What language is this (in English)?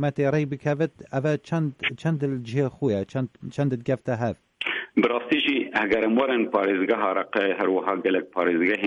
Kurdish